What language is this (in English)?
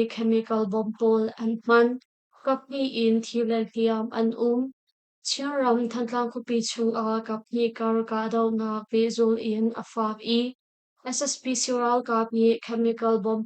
Hakha Chin